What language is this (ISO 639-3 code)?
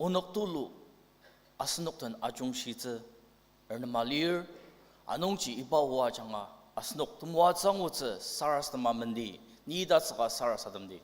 njo